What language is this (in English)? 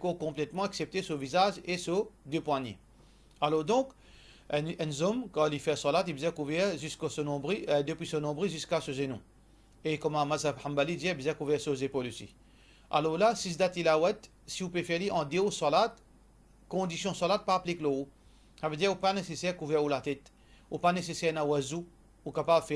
Morisyen